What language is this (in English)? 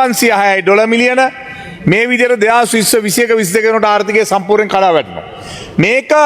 Sinhala